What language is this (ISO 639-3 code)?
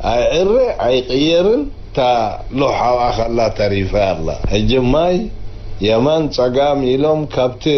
tir